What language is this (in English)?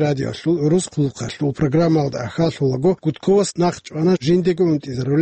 Avaric